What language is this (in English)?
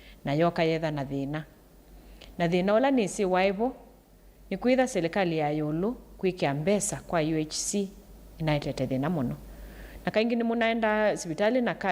Kamba